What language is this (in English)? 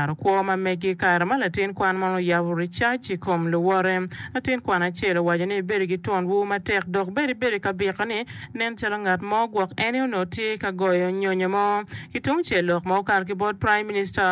Acoli